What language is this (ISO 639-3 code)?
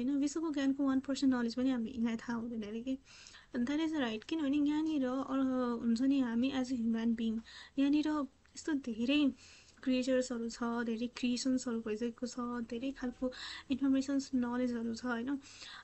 nep